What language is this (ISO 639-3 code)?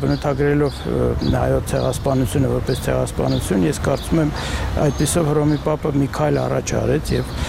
hye